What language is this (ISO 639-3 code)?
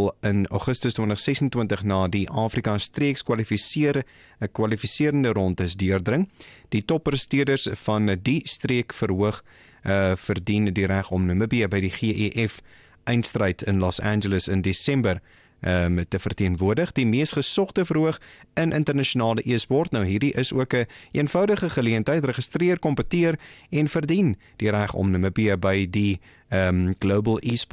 afr